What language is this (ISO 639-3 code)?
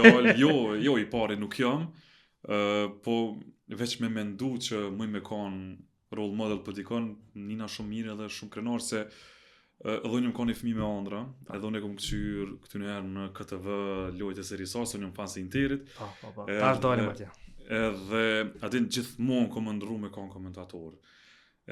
sqi